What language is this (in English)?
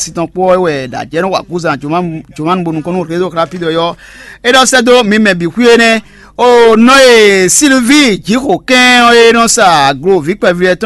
Fon